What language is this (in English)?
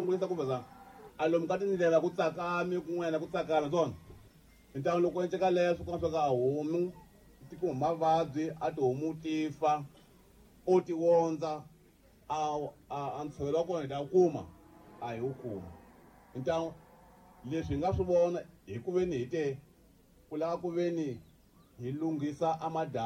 Tsonga